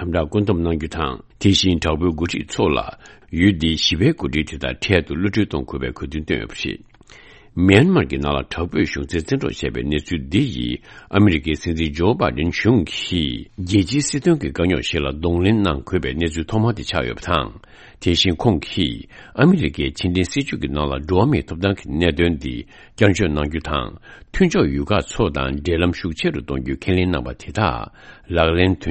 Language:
Tibetan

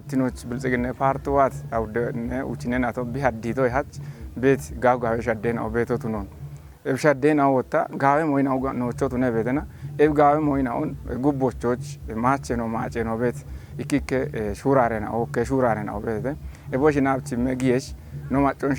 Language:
Kafa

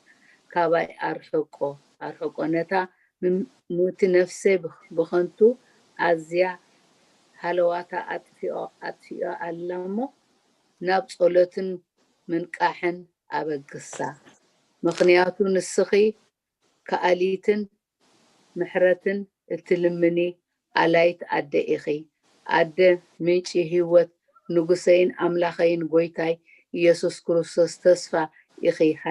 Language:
Tigrinya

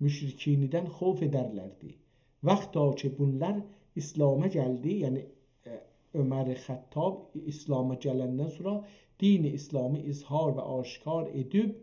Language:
South Azerbaijani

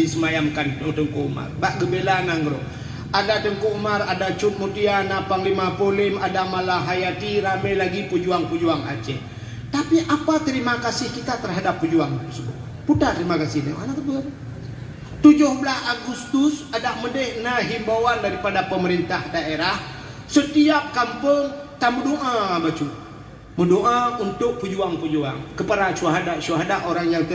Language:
Achinese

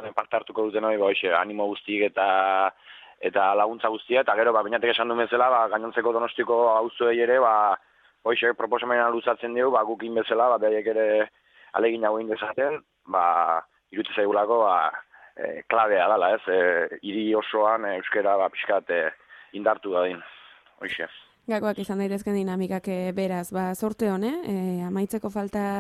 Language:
Basque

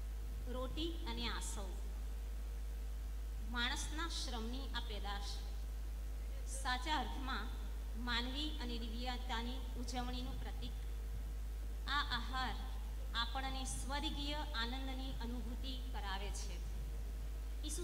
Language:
Gujarati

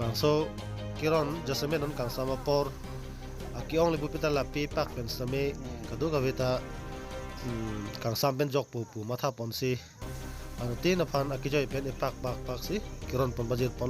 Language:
Karbi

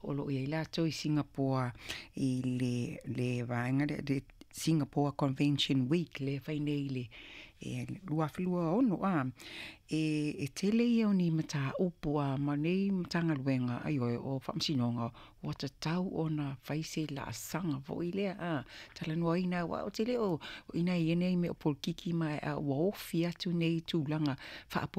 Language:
Samoan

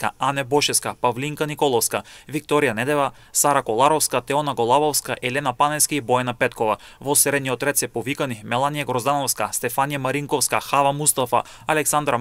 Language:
Macedonian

